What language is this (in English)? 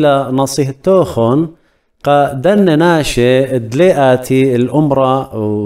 Assyrian Neo-Aramaic